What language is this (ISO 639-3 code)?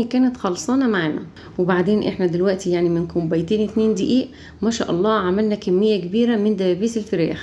arz